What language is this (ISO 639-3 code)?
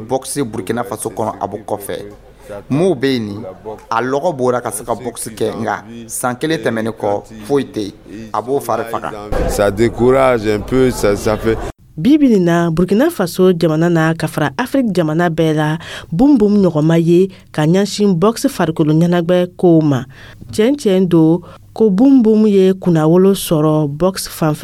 dyu